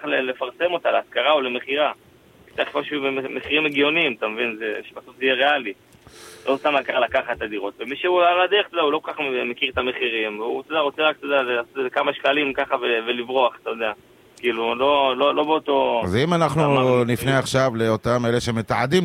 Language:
Hebrew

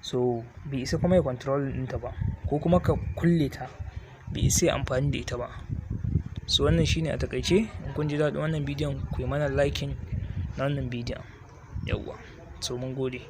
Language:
Hausa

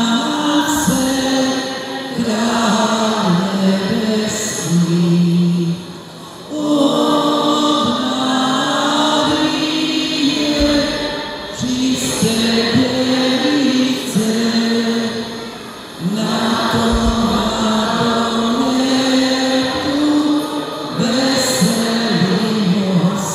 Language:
Croatian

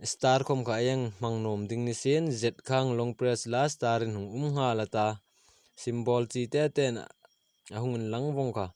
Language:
Hmar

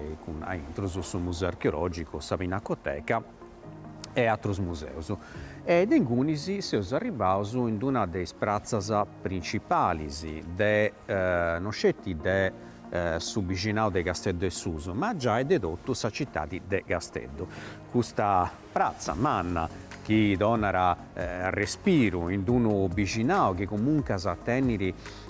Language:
Sardinian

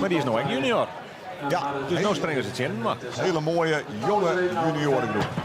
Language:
Western Frisian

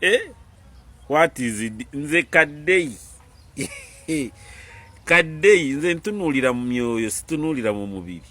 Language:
Ganda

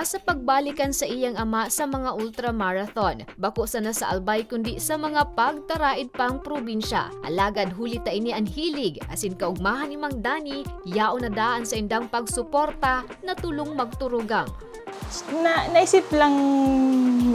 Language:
Bikol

